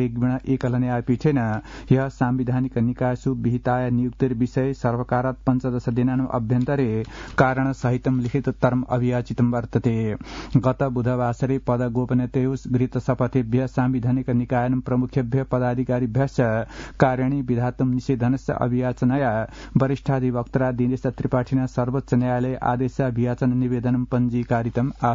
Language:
Sanskrit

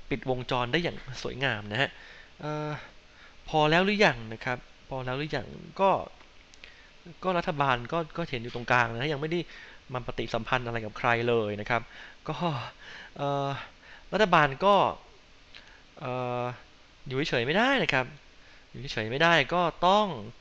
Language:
Thai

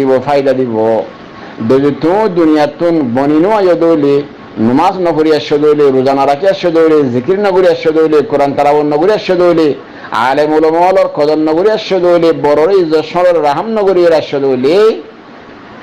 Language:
Rohingya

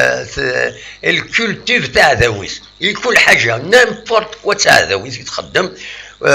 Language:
Kabyle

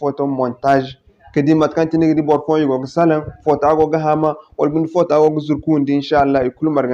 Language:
Zarma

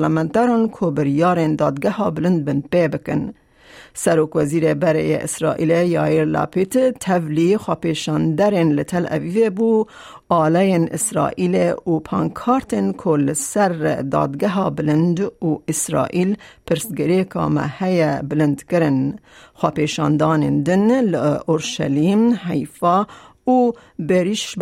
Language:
Kurdish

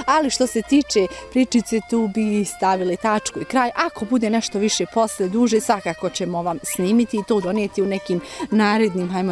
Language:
Bosnian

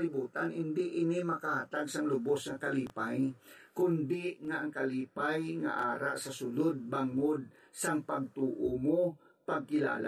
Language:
Hiligaynon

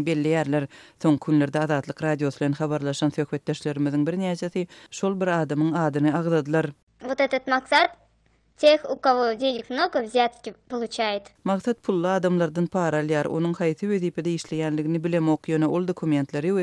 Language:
Turkmen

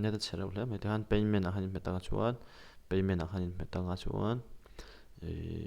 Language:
Mizo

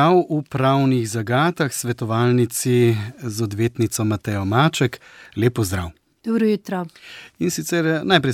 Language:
Slovenian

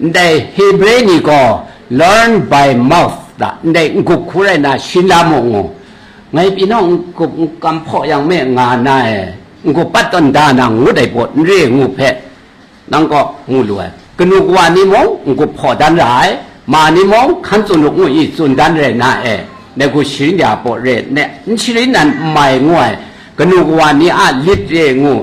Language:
Kachin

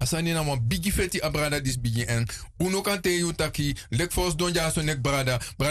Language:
Sranan Tongo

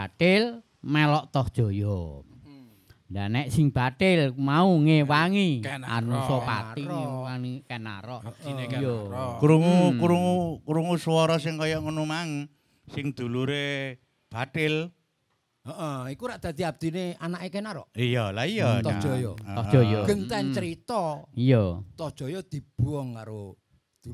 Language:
Javanese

